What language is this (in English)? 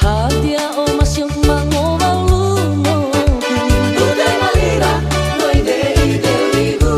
Nias